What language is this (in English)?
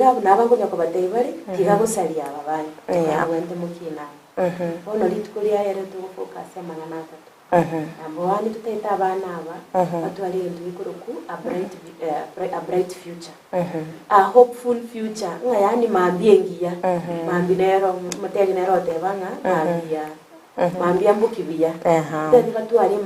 Gusii